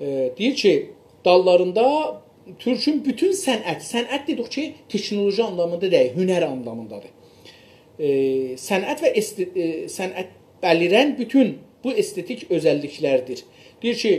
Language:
South Azerbaijani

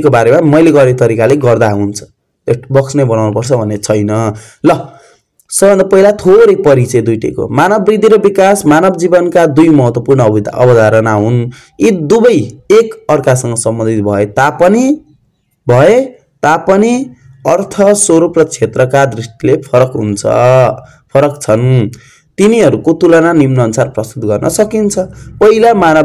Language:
Nepali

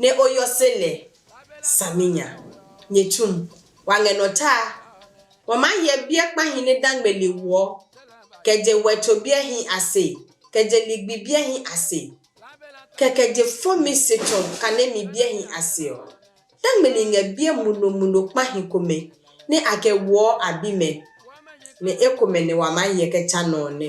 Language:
Adangme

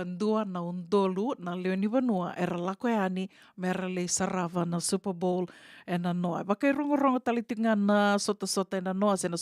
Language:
Fijian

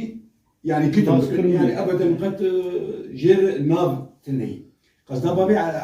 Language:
Kurdish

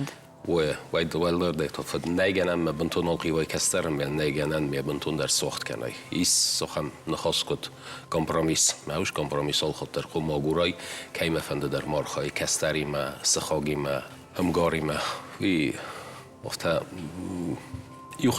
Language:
Ossetic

